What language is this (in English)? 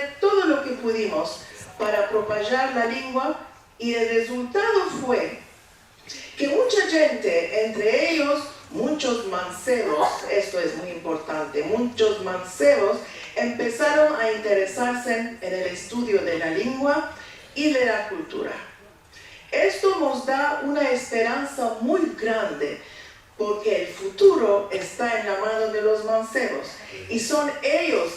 Ladino